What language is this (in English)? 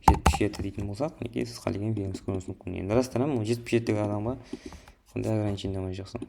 Kara-Kalpak